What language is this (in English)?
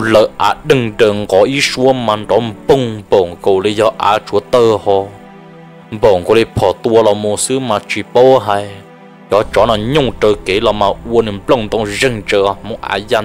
Vietnamese